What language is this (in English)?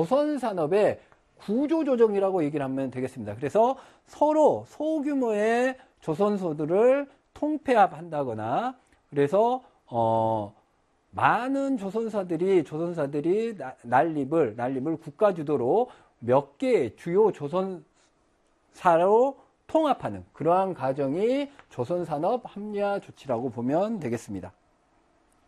Korean